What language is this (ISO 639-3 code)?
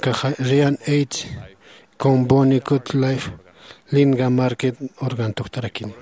aym